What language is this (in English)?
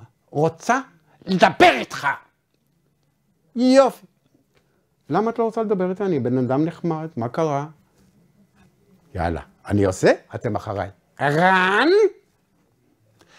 Hebrew